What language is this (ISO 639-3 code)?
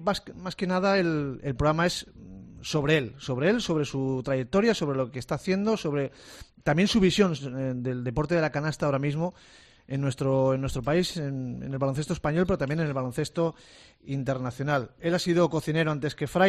spa